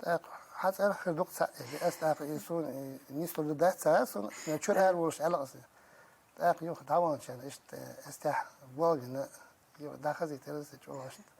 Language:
Chechen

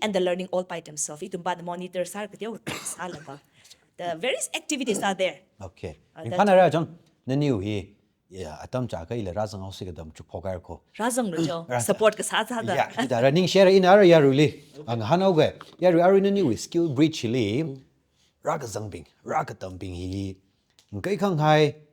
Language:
Tangkhul Naga (India)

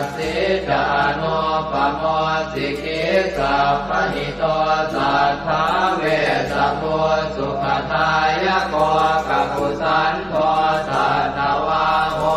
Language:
Pali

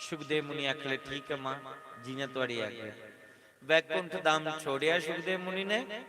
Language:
Dogri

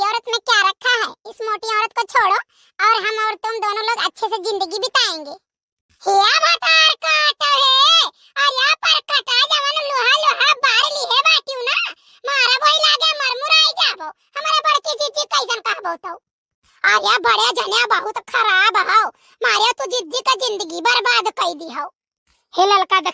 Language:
Awadhi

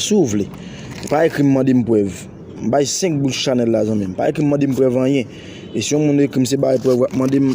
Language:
Haitian Creole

